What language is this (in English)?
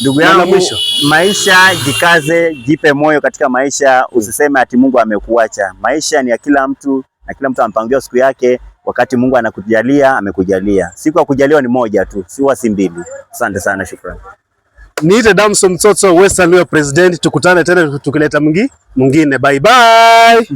Swahili